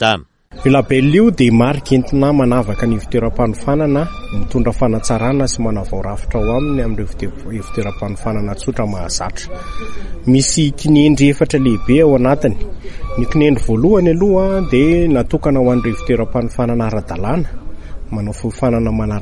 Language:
Malagasy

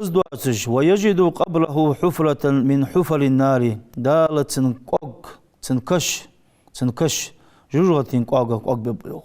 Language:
Ingush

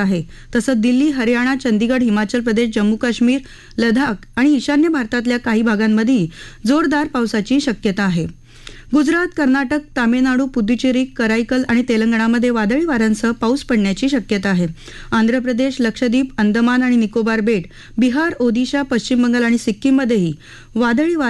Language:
Marathi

